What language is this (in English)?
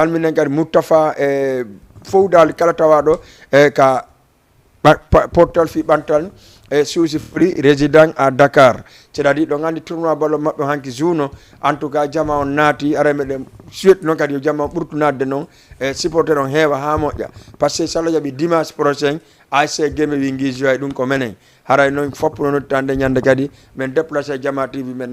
Fula